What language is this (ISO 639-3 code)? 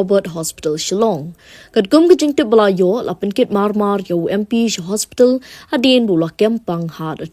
kha